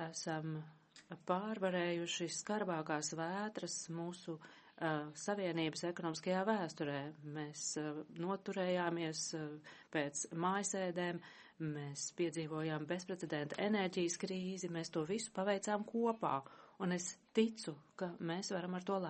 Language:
Latvian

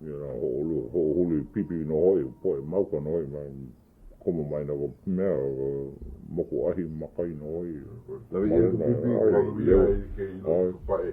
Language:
Hawaiian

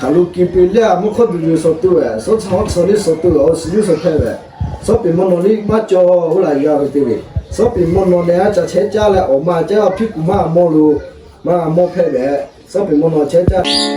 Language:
Lahu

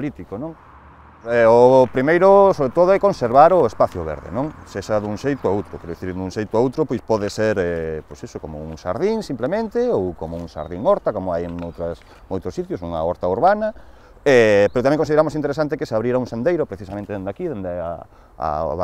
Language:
Galician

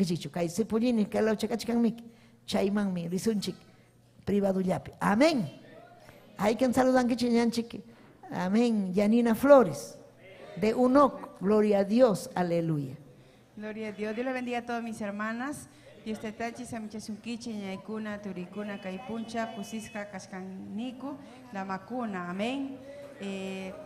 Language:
Ayacucho Quechua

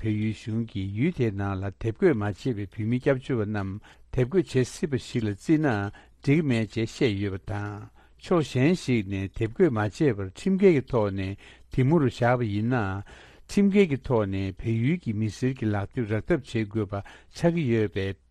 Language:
Tibetan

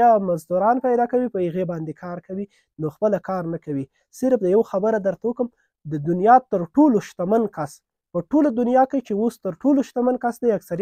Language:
Pashto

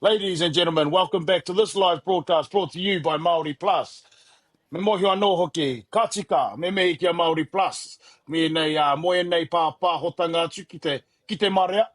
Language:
Māori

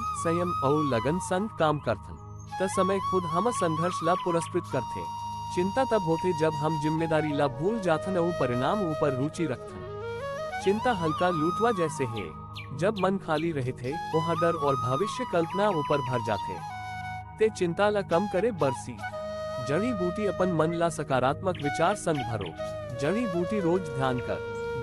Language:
Chhattisgarhi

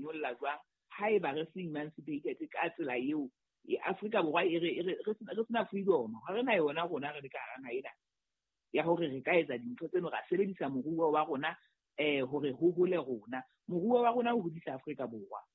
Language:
Southern Sotho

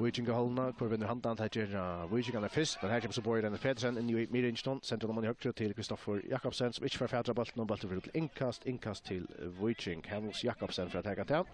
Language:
Faroese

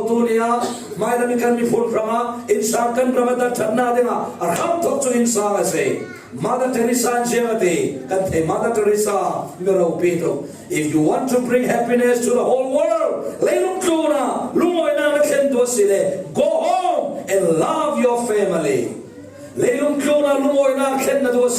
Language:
Falam Chin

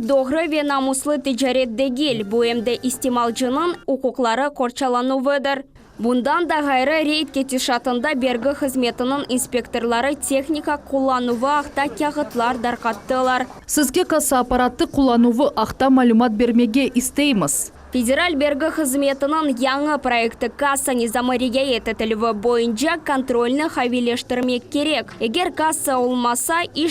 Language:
Crimean Tatar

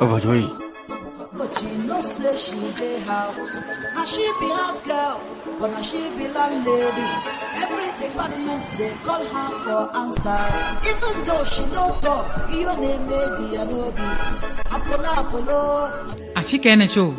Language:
Ewe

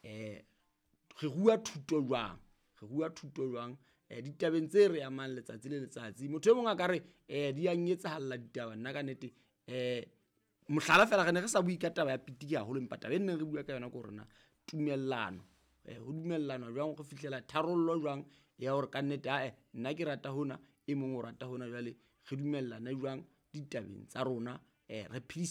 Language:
Southern Sotho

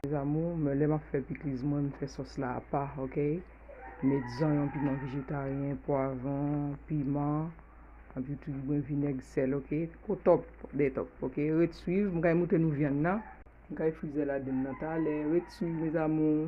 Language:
Haitian Creole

